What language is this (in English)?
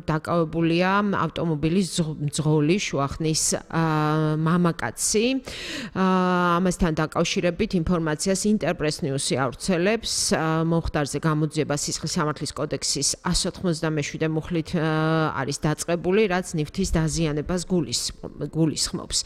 Georgian